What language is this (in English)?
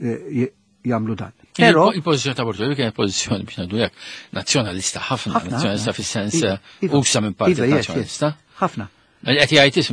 Maltese